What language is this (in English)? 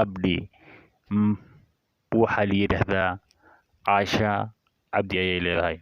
Somali